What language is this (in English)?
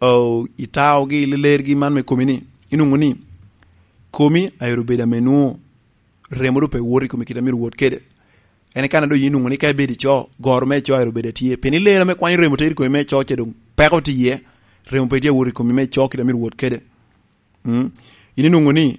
Lango (Uganda)